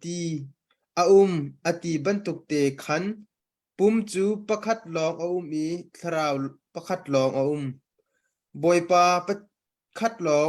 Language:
Hakha Chin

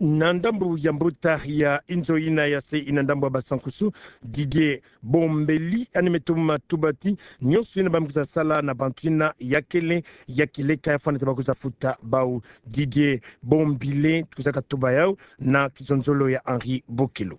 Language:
Kituba (Democratic Republic of Congo)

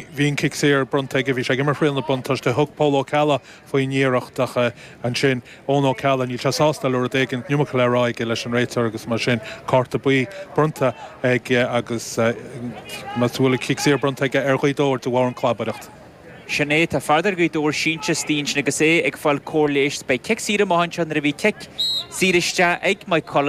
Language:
Irish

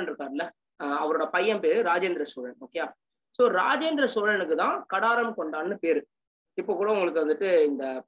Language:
Tamil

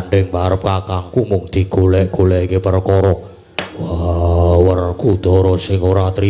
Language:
Javanese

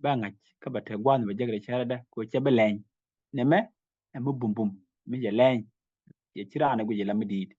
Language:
Nuer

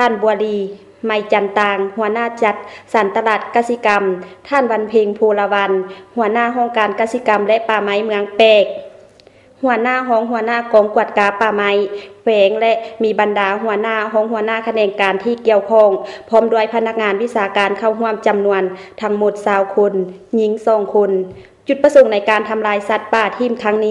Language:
Lao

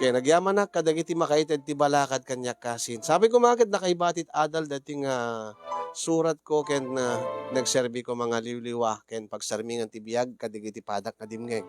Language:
Iloko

